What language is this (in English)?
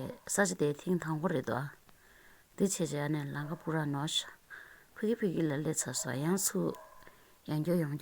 Tibetan